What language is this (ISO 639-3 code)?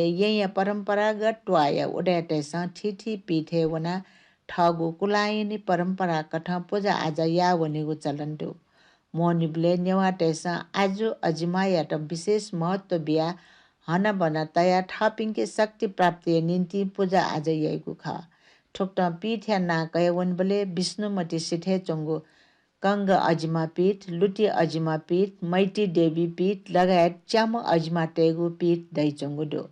new